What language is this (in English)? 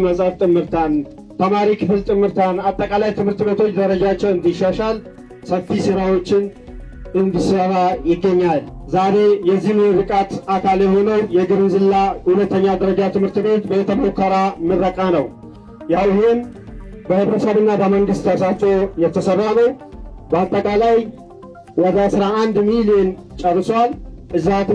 Amharic